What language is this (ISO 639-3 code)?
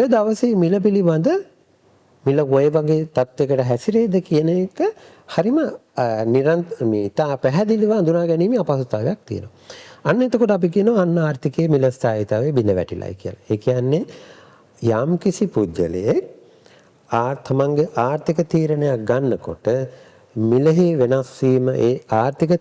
sin